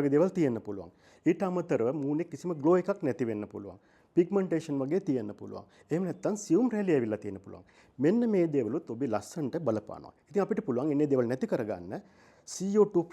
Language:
Sinhala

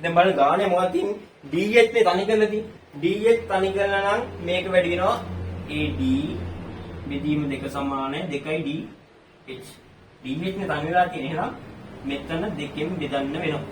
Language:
Sinhala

